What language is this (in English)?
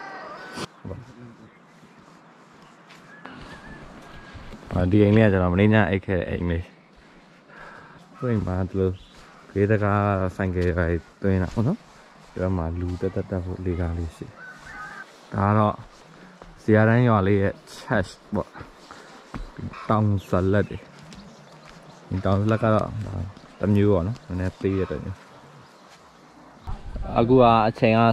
Burmese